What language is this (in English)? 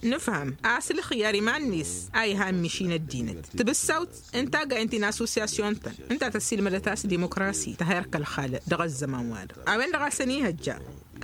Tamasheq